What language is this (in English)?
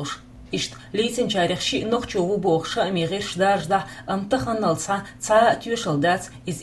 Chechen